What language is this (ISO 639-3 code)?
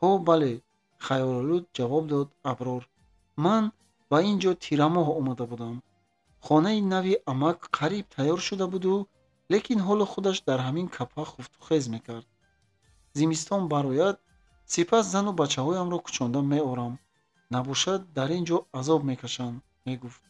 tgk